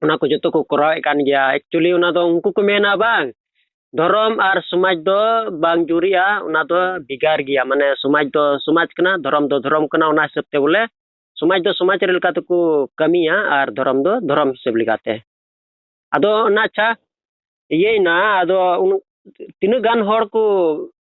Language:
Santali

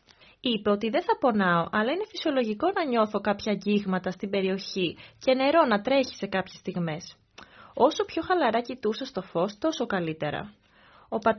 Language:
Greek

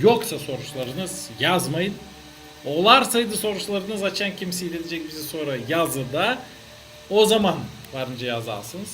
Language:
Gagauz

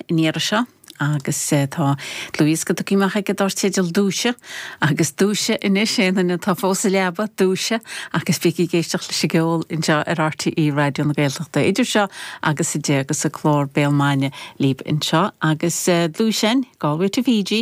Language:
Irish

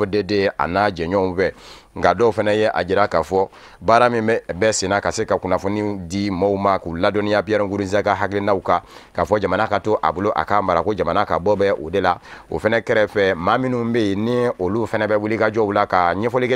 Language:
Bambara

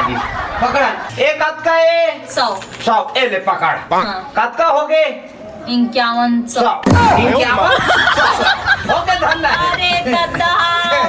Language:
Chhattisgarhi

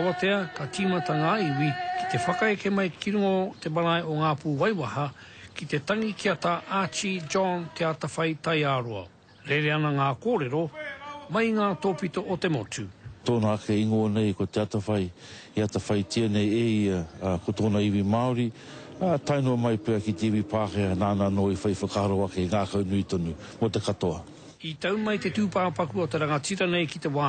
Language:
Māori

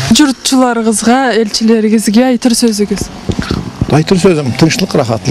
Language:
Karachay-Balkar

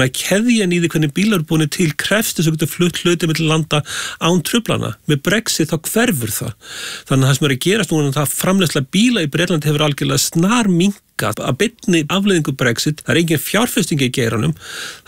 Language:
Icelandic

